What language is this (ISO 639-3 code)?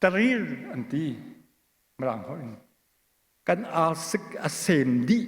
cnh